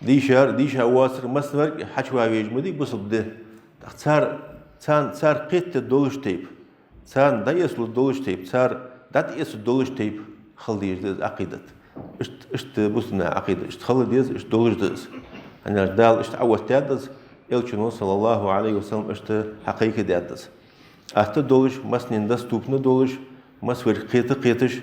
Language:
Ingush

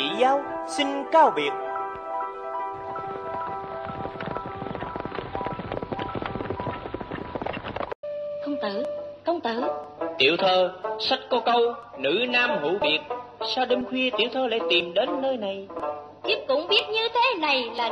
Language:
Vietnamese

